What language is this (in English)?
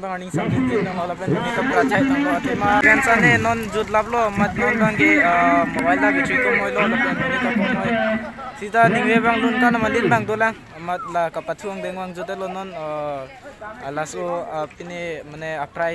Karbi